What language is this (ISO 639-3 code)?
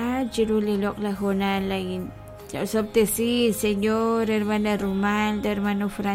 kek